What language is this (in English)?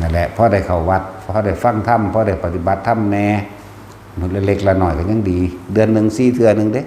Northeastern Thai